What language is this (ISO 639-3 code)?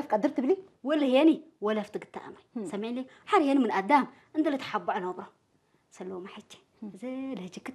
tir